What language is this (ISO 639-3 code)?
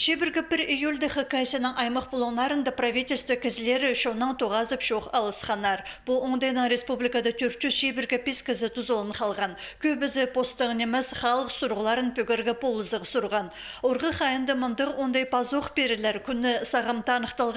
kjh